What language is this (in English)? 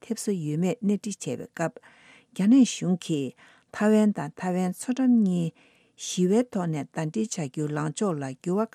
Tibetan